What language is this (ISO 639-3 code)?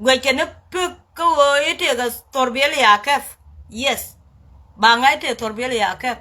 nus